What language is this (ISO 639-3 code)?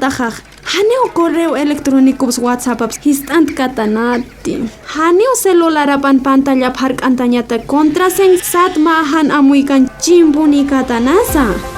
aym